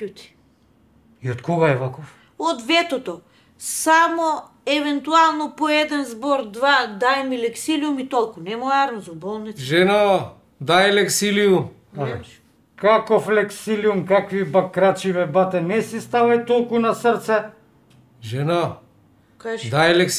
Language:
Macedonian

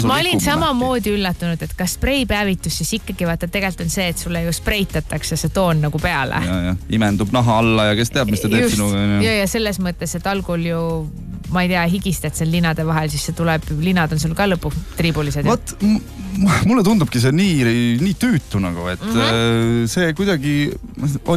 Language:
Estonian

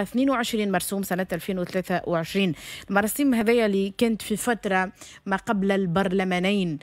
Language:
Tunisian Arabic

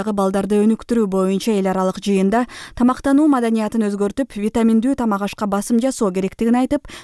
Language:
Kyrgyz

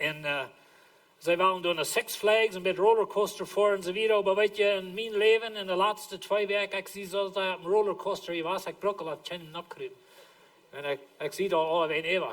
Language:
Plautdietsch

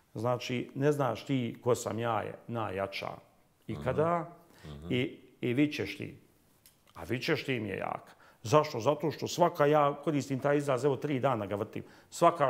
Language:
Bosnian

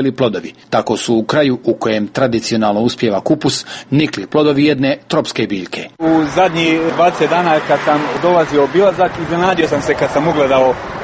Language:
Serbian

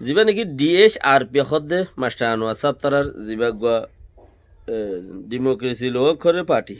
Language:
Rohingya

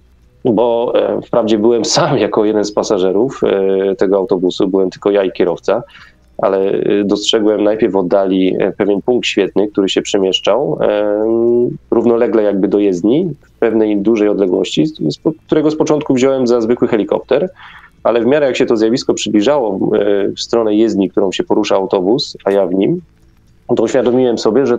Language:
Polish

